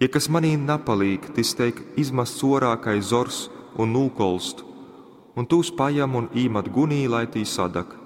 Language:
Latgalian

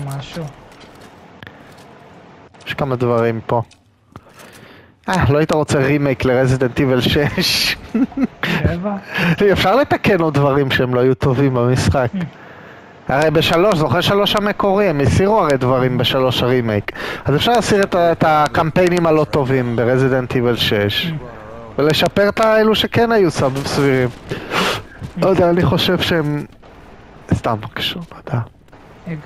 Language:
Hebrew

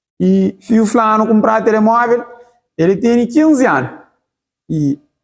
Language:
Kabuverdianu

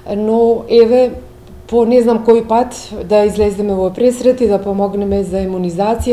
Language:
Macedonian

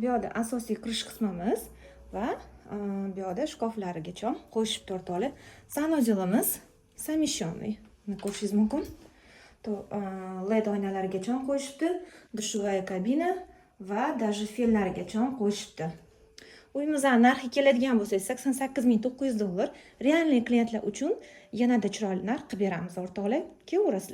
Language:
Uzbek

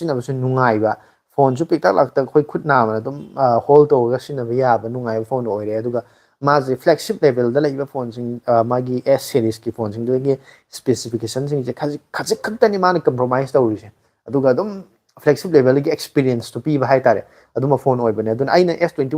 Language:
Manipuri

